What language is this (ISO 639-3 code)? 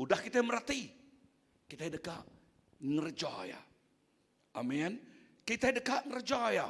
iba